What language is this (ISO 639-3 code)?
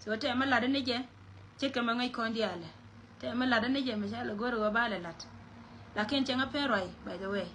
nus